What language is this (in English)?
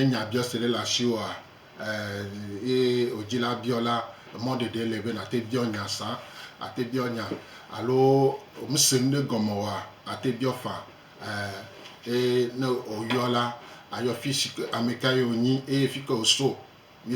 Gen